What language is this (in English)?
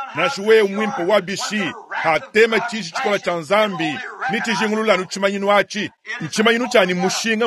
Luba-Lulua